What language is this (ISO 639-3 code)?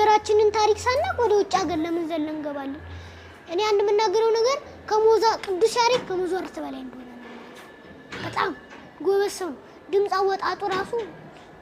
amh